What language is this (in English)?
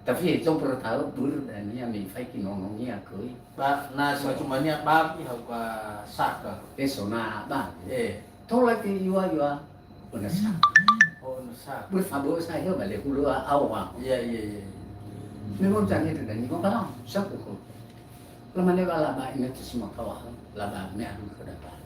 Nias